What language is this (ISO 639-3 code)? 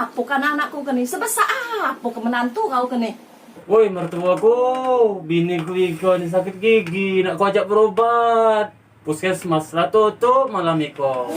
mui